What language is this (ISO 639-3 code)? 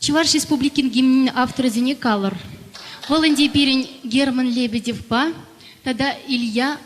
chv